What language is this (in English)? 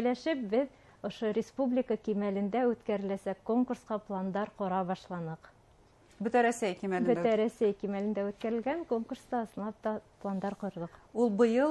Bashkir